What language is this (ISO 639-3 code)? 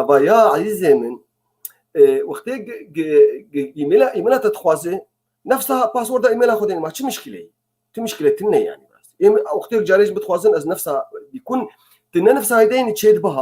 kur